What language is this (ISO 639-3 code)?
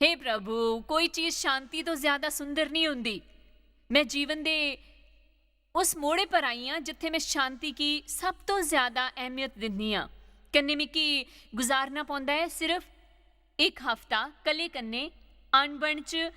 doi